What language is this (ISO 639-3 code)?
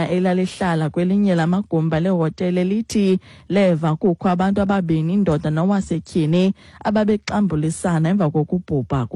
xho